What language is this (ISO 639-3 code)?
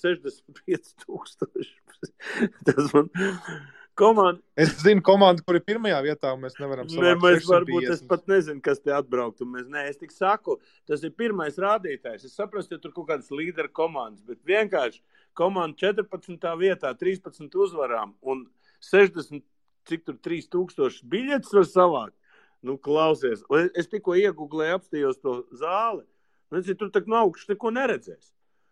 lav